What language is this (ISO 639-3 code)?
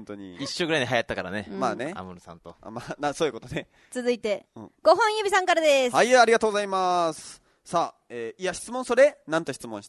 jpn